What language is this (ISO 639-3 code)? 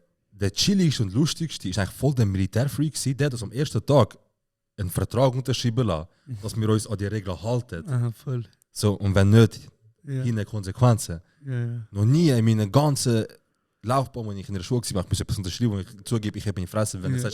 gsw